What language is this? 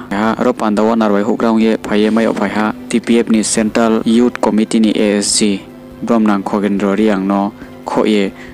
Riang (India)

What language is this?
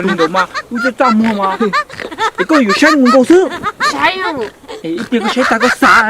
Hmong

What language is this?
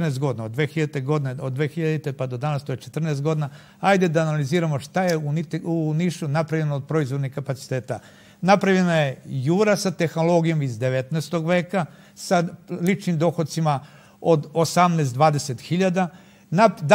Serbian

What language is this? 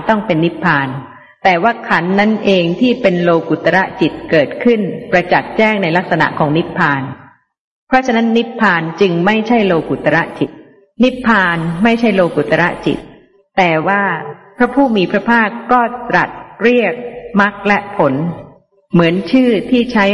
Thai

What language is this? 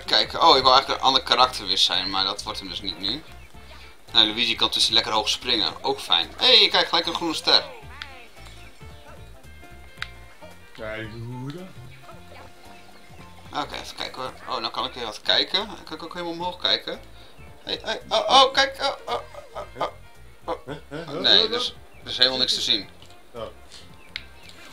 Dutch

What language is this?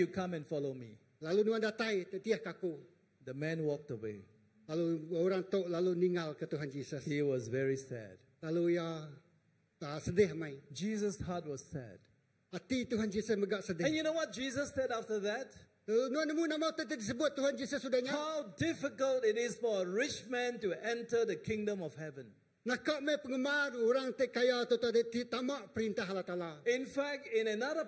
Iban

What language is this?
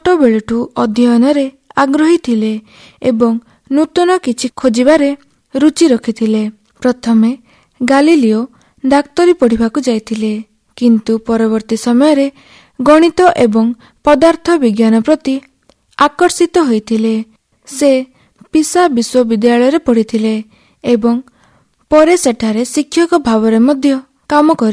Odia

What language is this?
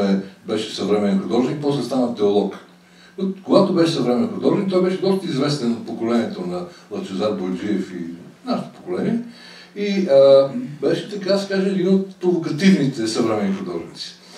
Bulgarian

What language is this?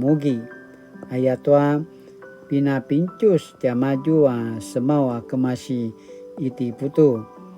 Paiwan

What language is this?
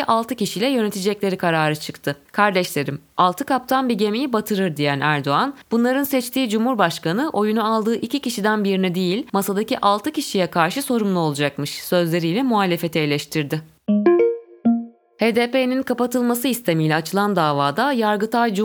Turkish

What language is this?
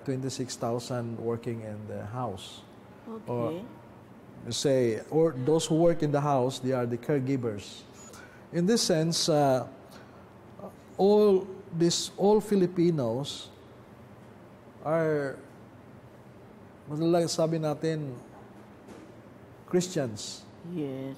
Filipino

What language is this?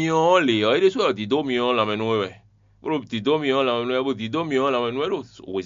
Fon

